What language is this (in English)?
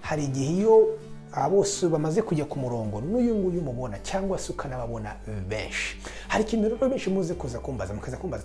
Kinyarwanda